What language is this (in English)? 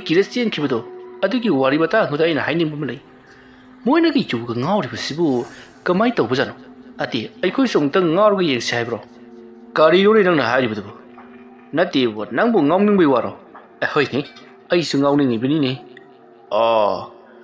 Manipuri